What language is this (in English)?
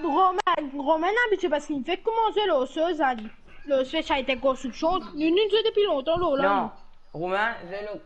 Morisyen